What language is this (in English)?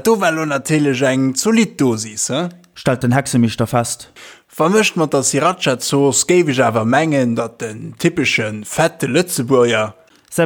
Luxembourgish